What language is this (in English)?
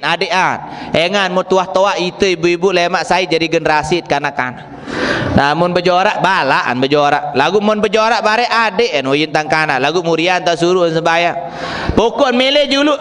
Sasak